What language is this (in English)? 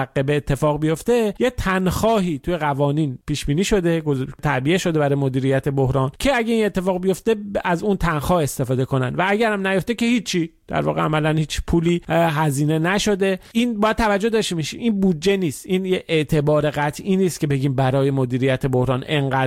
Persian